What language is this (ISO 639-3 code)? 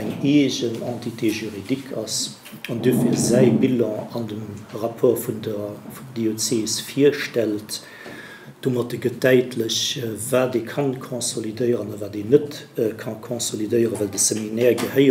ltz